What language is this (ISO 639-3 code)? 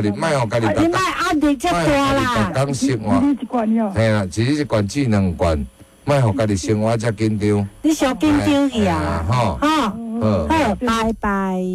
nan